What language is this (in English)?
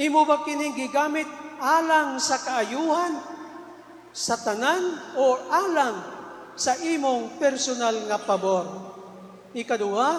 Cebuano